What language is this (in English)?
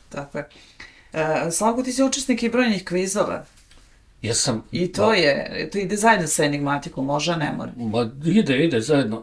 Bosnian